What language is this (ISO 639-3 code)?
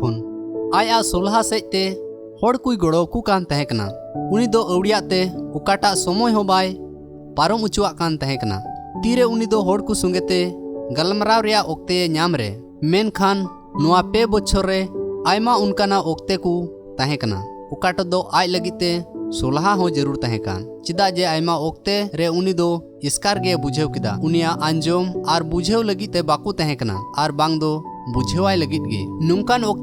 sat